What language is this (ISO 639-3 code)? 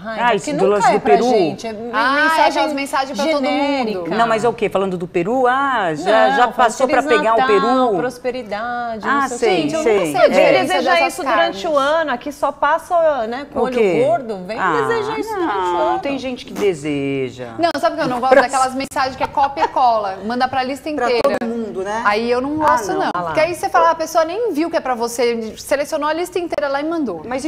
por